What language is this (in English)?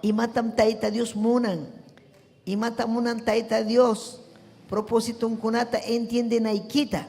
Ayacucho Quechua